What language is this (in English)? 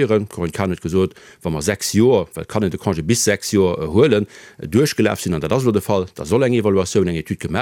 Luxembourgish